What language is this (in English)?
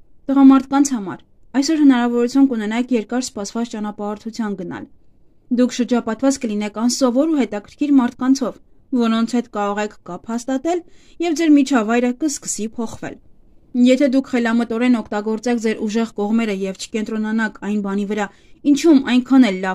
Armenian